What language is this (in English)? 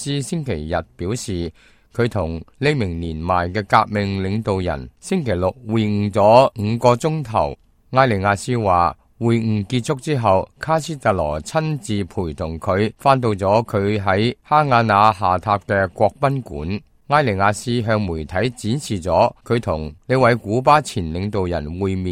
Cantonese